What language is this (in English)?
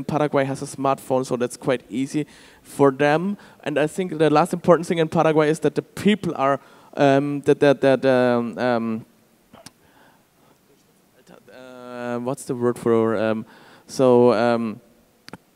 English